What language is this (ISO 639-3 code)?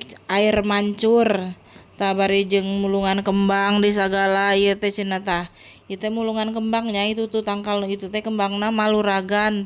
sun